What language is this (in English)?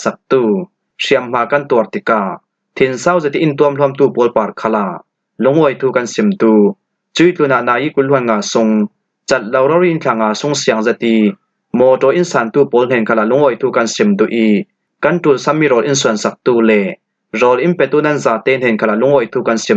Falam Chin